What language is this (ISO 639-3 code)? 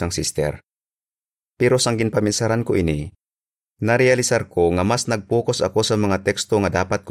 hil